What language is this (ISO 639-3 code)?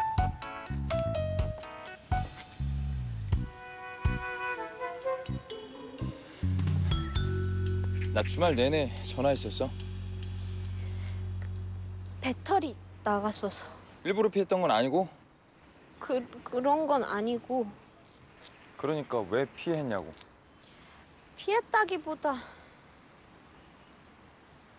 kor